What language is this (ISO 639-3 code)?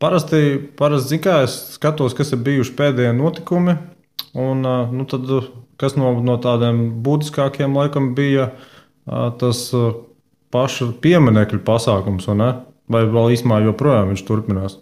lav